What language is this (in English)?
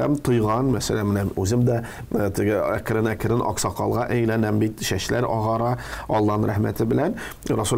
Tatar